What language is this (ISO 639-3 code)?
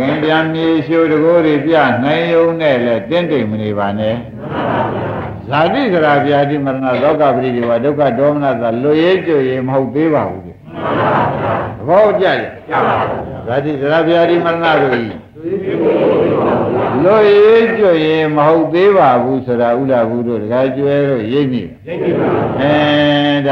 mya